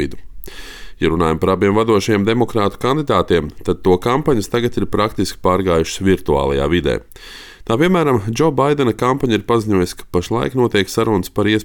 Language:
Latvian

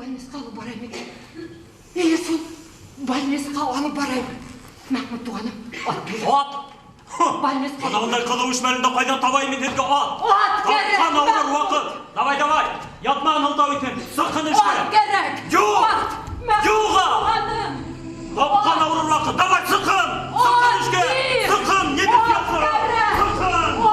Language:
Bashkir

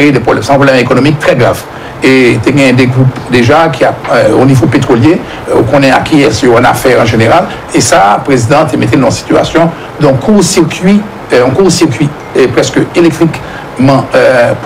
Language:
French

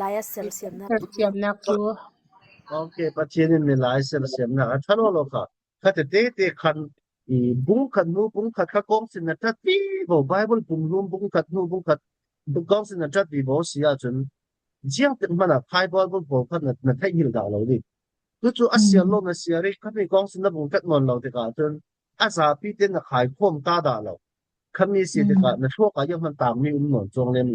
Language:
Falam Chin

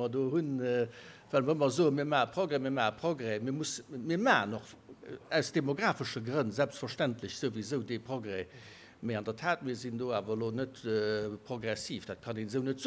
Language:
Luxembourgish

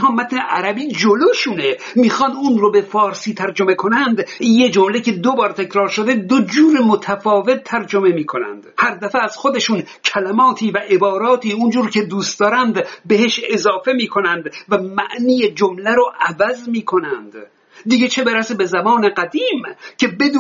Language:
Persian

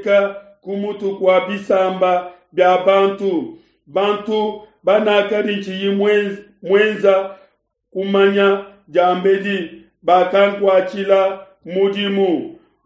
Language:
Luba-Lulua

